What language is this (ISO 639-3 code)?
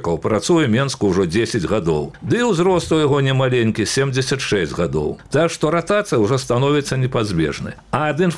bel